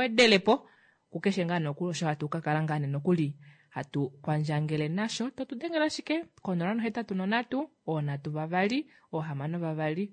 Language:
Kuanyama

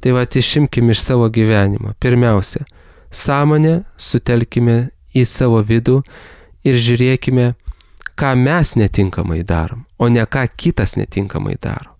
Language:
Lithuanian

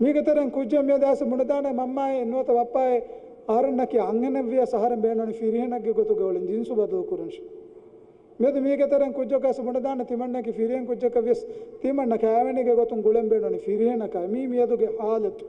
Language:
Divehi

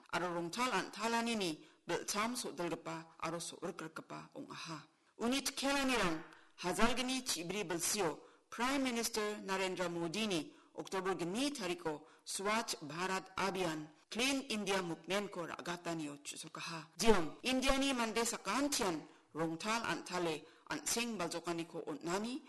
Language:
Garo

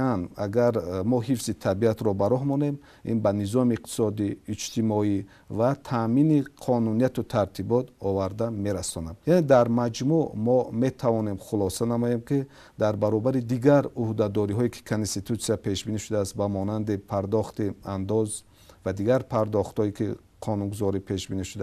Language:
Tajik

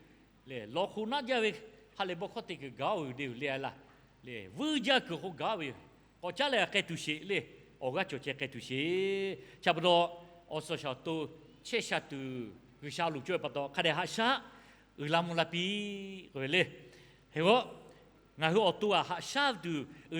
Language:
Lahu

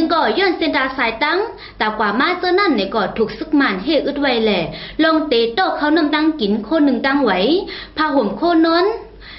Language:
Shan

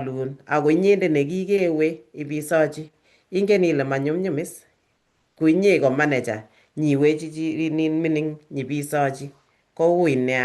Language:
Kalenjin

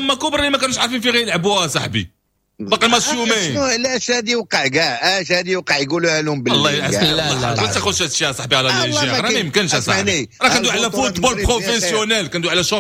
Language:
Moroccan Arabic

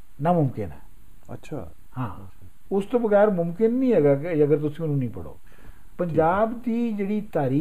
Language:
Punjabi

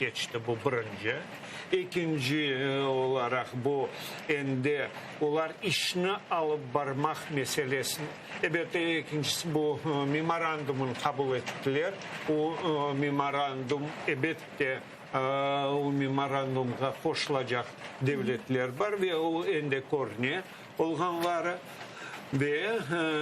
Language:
Crimean Tatar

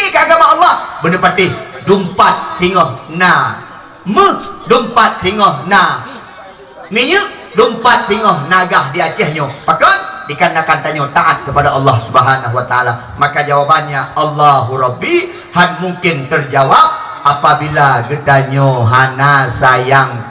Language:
Achinese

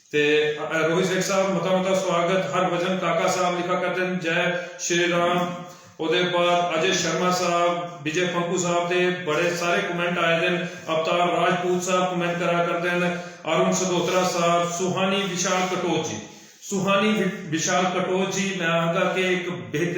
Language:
Dogri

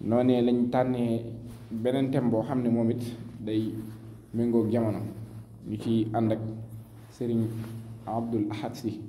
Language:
Wolof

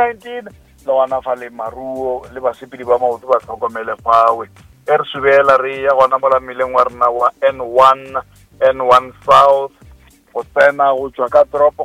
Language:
Northern Sotho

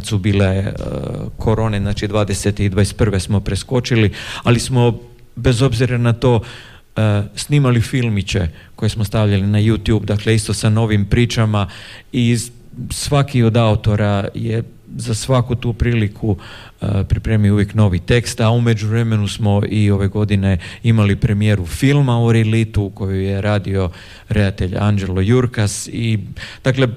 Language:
Croatian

